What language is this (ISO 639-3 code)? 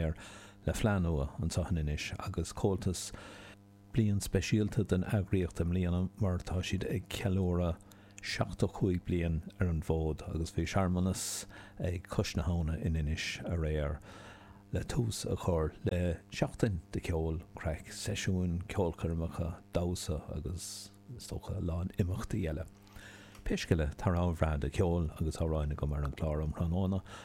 gle